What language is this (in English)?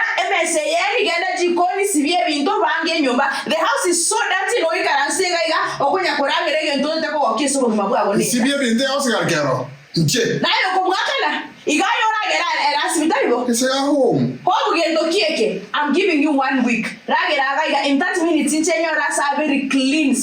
Gusii